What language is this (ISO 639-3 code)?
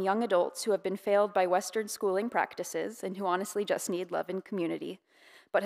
eng